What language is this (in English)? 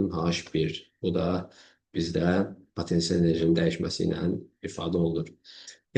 Azerbaijani